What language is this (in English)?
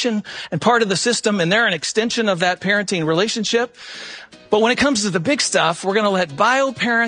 English